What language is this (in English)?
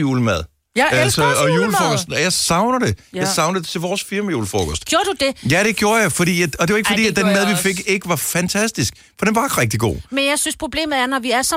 Danish